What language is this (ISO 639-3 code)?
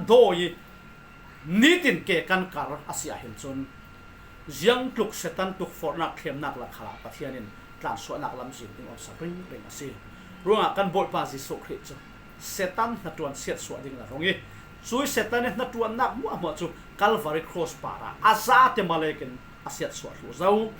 cfm